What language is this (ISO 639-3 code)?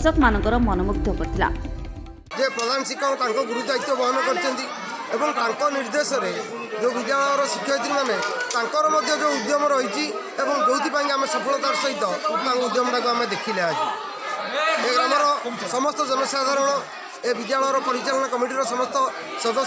ori